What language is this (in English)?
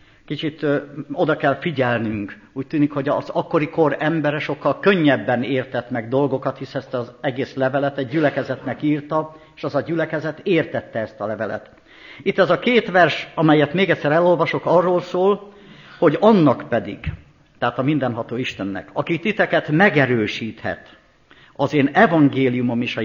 Hungarian